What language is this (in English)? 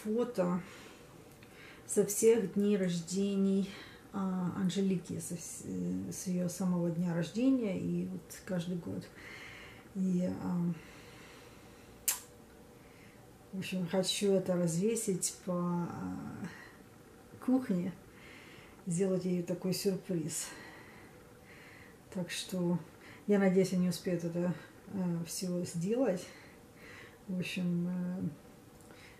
Russian